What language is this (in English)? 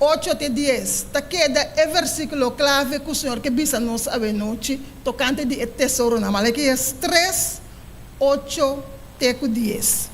Papiamento